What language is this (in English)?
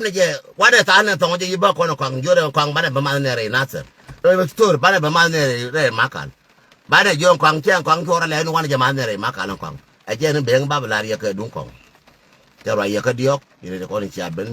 Nuer